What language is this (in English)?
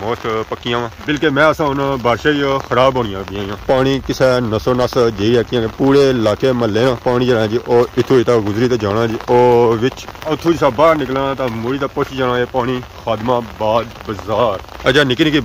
Pahari-Potwari